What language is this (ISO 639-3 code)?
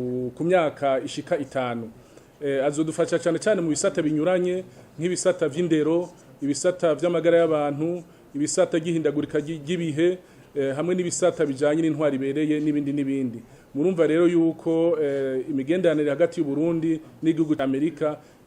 run